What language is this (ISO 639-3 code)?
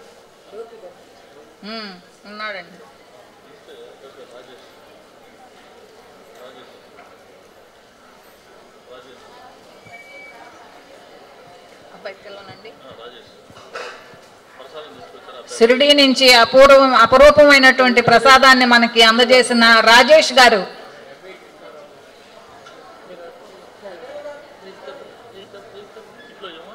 tel